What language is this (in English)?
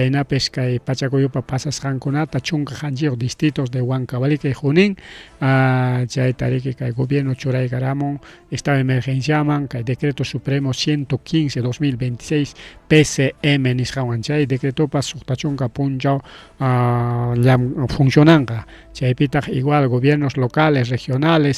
Ayacucho Quechua